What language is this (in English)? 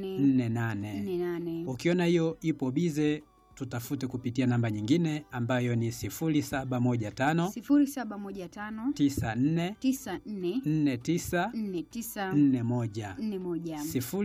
Swahili